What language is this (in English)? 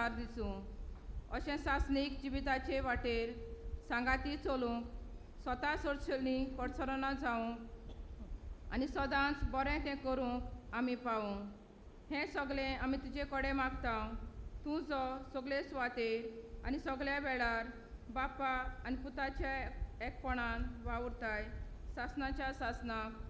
Konkani